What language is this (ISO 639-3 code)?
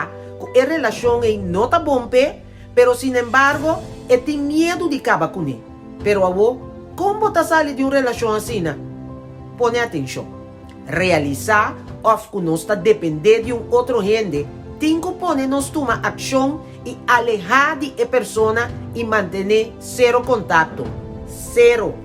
pap